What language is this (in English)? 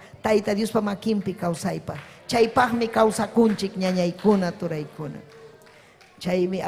Ayacucho Quechua